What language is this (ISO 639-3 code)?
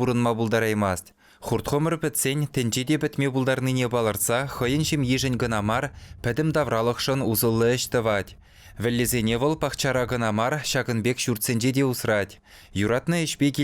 chv